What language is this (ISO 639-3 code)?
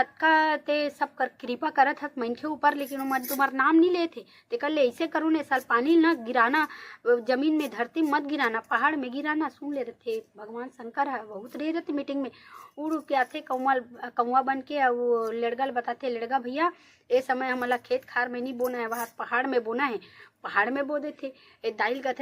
hne